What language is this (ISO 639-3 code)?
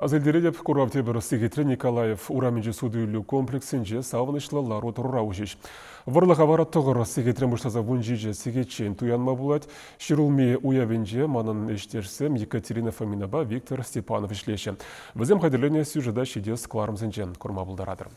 chv